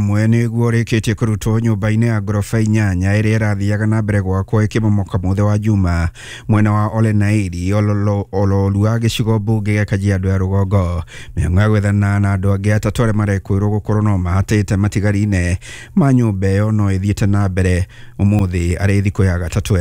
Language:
Kikuyu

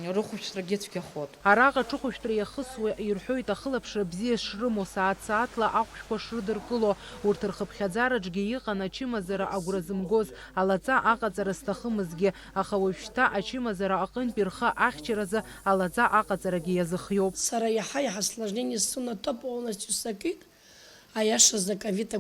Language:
Abkhazian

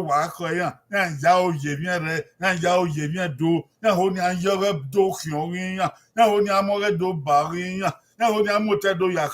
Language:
Bini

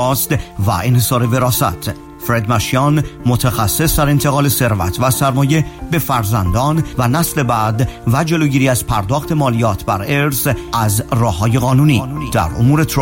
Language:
Persian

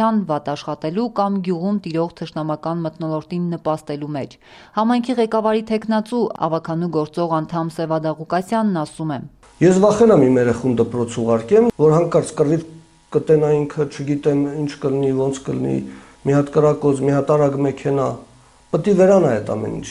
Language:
Armenian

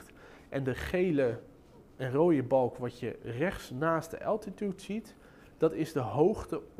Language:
Dutch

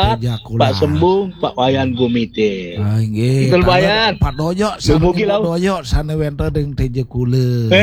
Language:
Balinese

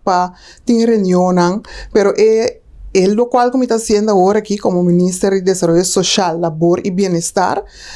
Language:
Papiamento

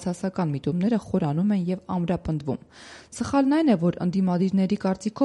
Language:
Armenian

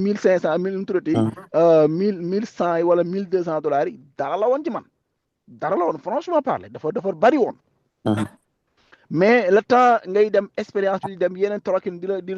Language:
Wolof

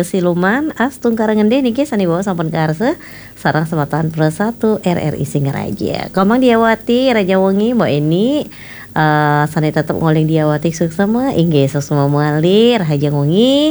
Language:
Balinese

